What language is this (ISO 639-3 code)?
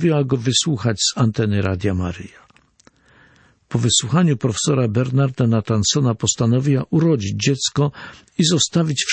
pol